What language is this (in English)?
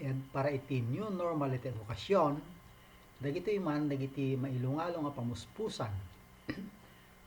Iloko